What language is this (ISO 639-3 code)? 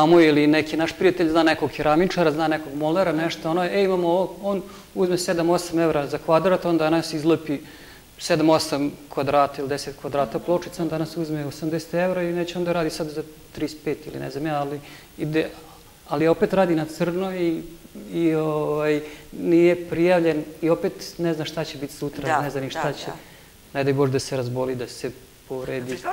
srp